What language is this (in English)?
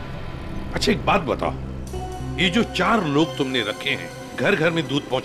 Hindi